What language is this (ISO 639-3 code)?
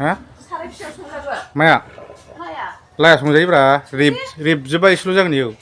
brx